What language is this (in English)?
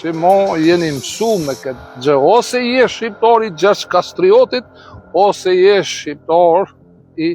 Albanian